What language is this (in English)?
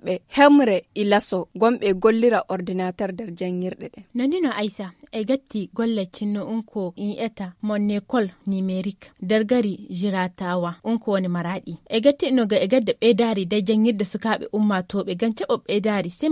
Nigerian Fulfulde